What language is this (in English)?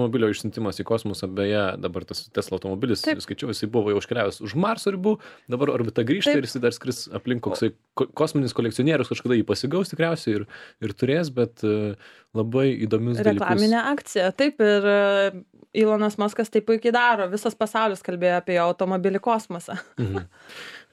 Lithuanian